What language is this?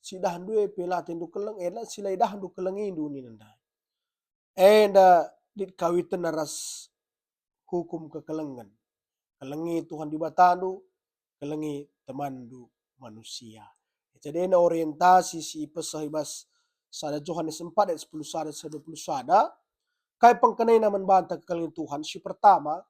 Batak Karo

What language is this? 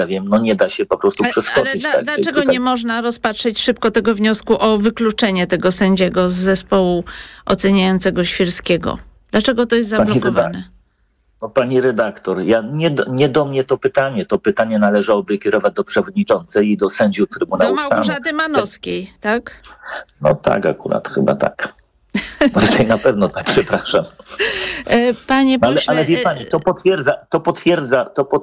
Polish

